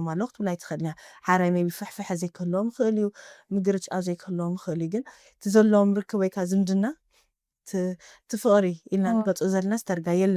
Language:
Tigrinya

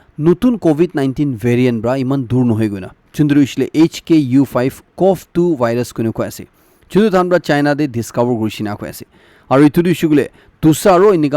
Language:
Naga Pidgin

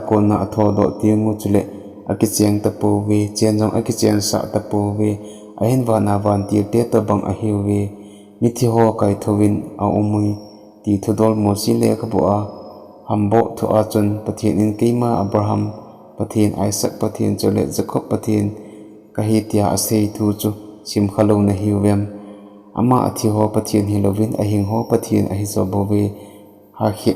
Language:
Thado Chin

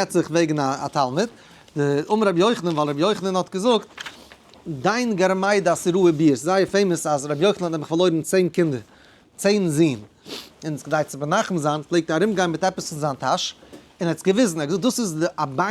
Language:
Yiddish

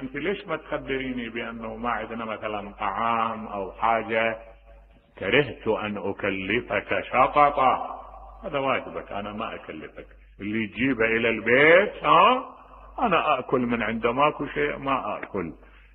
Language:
Mesopotamian Arabic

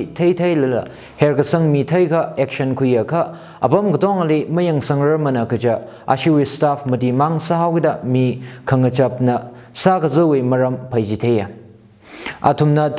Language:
Tangkhul Naga (India)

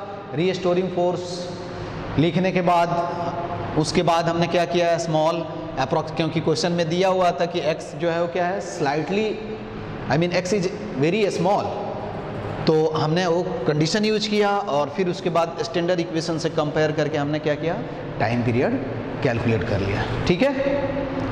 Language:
Hindi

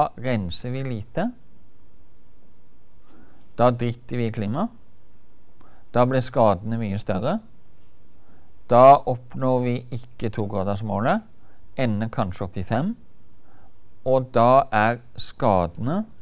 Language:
Norwegian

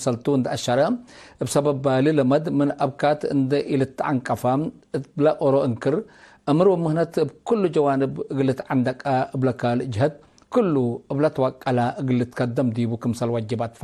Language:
Tigre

